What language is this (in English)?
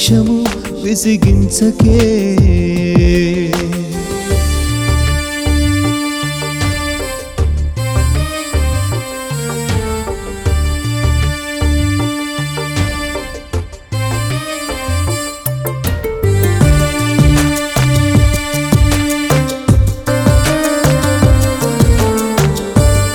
Telugu